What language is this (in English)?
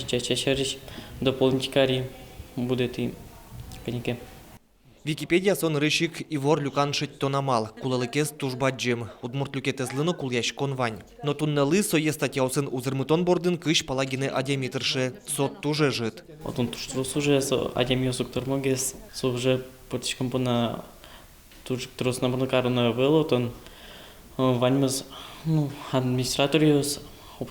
Udmurt